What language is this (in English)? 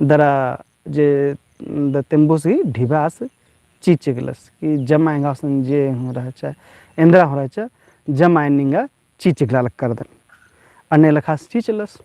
Kurukh